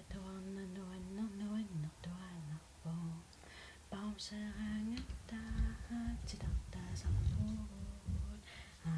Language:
Kalaallisut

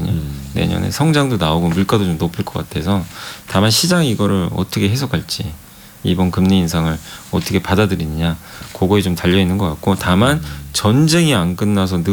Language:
Korean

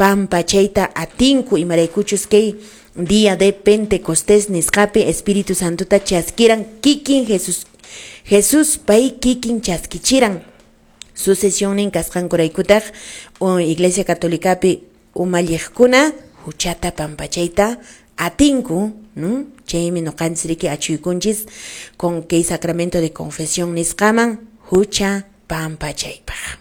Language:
Quechua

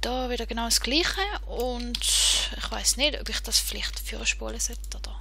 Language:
Swiss German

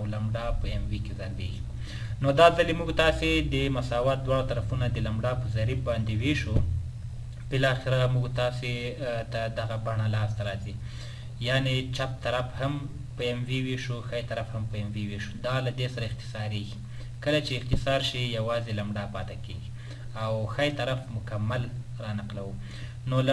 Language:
Pashto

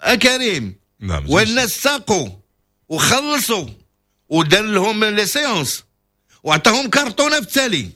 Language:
Moroccan Arabic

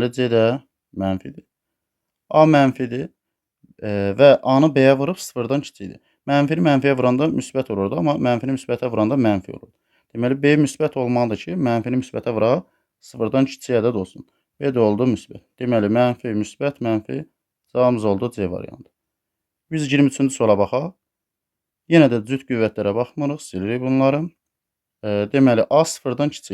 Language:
Azerbaijani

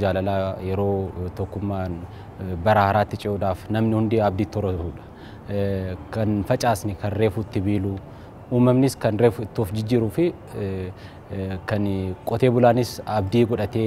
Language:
Oromo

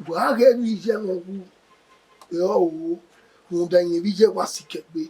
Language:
Bini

